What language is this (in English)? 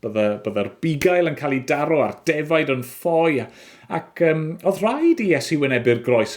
Welsh